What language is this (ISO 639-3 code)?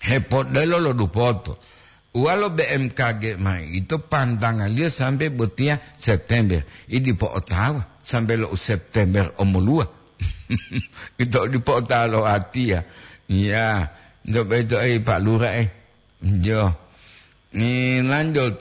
gor